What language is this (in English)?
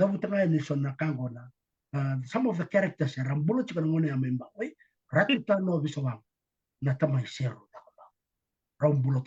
Fijian